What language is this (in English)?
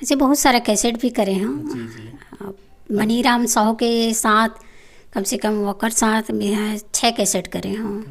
Chhattisgarhi